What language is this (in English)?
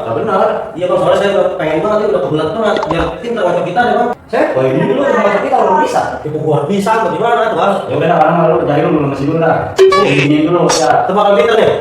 Betawi